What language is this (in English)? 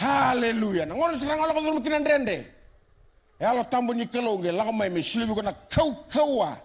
Fijian